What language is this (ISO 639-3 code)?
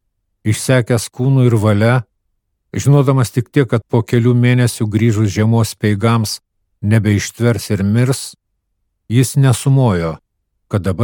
lit